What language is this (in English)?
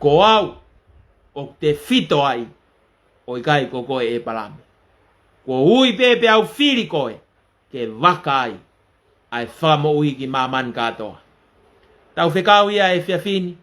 Tongan